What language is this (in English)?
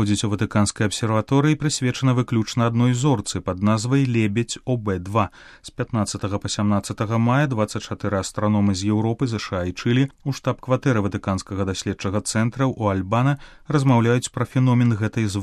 Belarusian